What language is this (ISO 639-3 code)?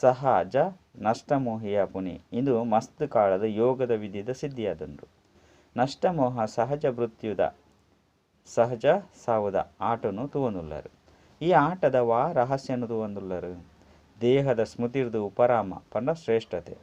tcy